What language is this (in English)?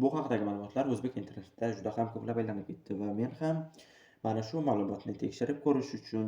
Uzbek